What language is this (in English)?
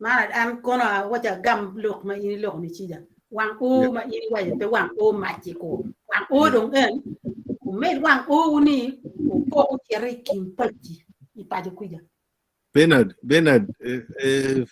Acoli